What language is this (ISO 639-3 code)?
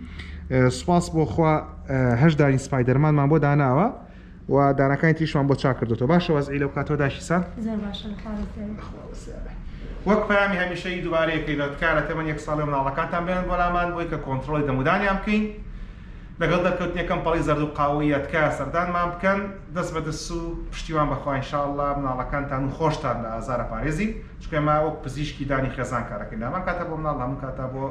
ckb